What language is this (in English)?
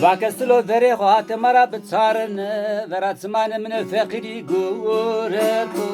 Zaza